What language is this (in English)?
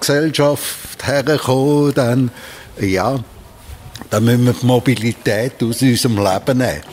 Swiss German